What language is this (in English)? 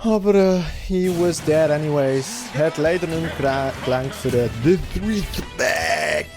Swiss German